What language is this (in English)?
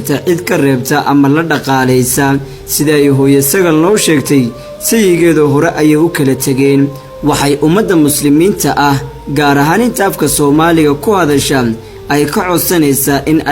Somali